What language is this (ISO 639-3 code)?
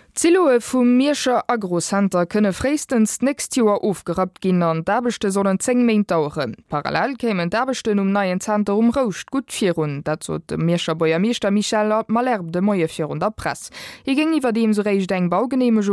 ltz